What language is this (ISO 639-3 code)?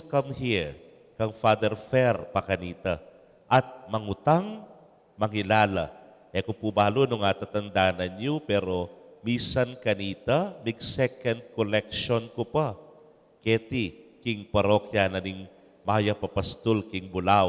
pam